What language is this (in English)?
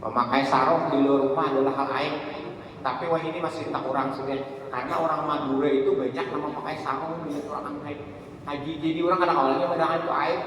Banjar